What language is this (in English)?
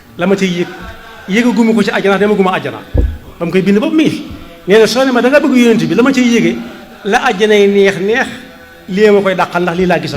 Wolof